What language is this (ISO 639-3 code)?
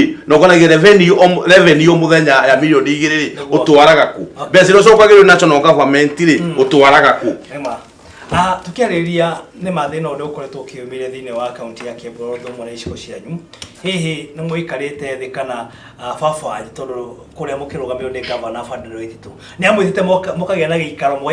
kik